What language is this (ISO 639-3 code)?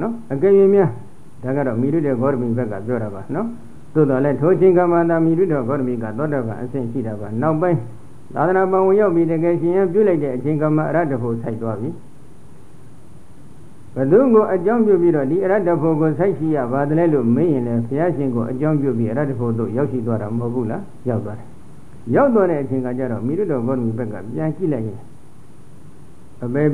mya